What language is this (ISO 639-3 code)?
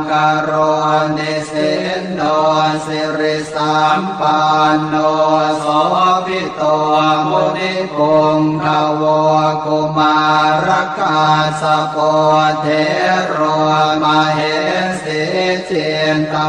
pli